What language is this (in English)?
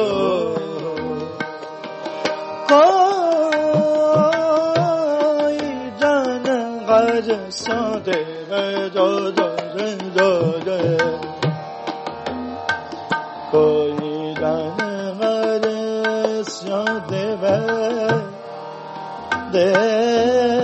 Punjabi